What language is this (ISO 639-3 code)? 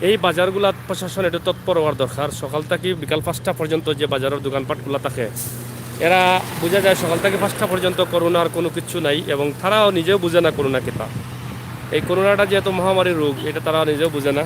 syl